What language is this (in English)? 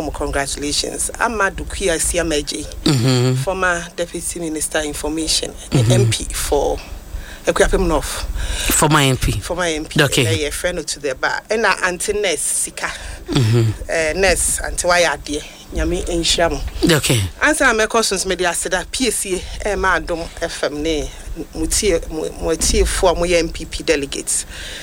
Akan